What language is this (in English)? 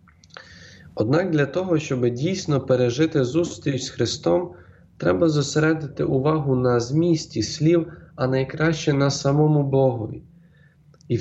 Ukrainian